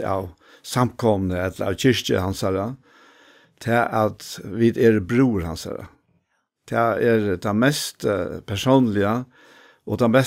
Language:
Faroese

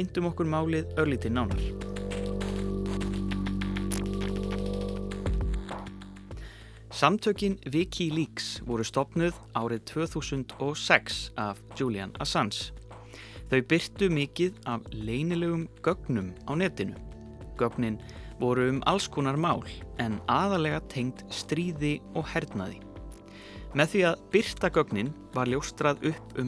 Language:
Icelandic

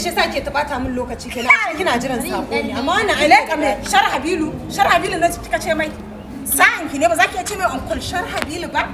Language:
Hausa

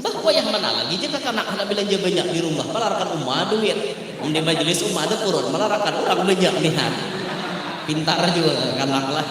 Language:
Banjar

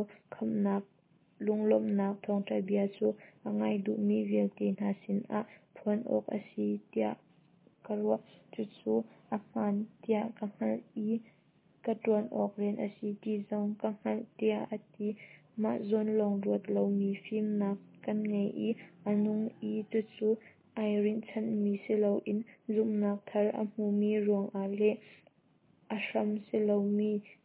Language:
Hakha Chin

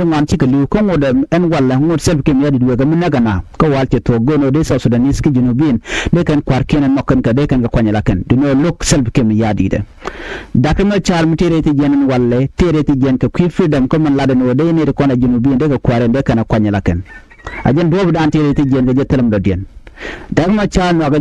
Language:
Nuer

